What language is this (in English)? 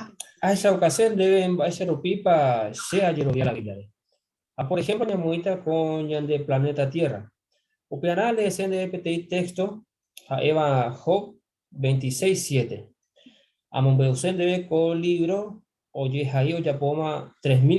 Guarani